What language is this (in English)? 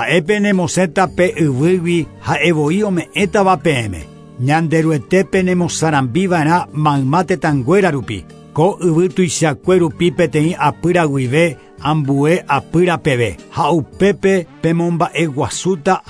Guarani